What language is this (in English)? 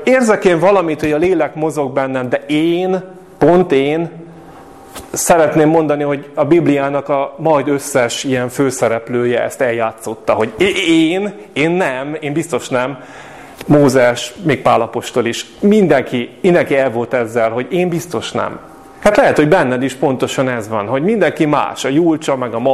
Hungarian